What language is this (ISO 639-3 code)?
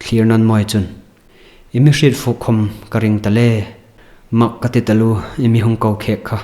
hmr